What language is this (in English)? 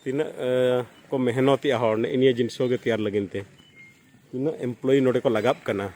Santali